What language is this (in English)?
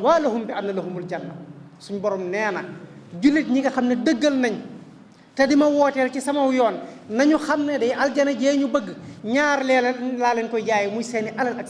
Wolof